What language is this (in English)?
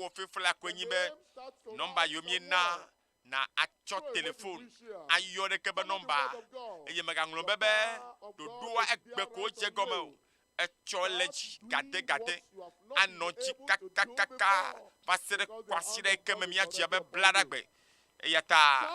Ewe